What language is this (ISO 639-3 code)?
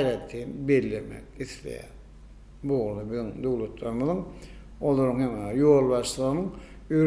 tuk